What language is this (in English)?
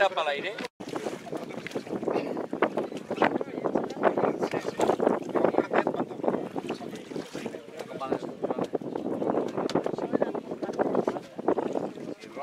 Catalan